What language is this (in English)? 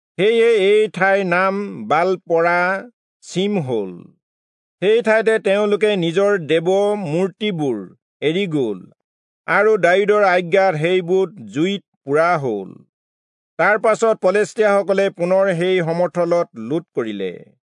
Assamese